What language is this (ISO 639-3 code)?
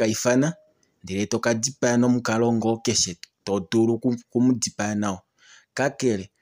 kua